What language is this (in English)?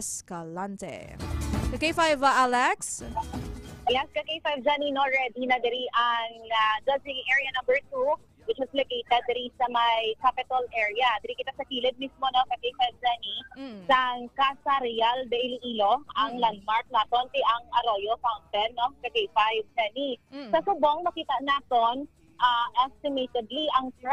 Hiligaynon